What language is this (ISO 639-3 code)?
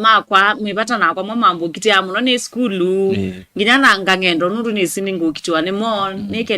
kam